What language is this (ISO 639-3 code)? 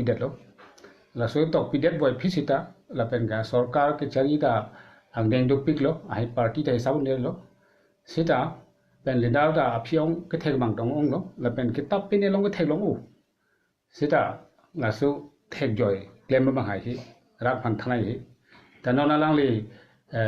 mjw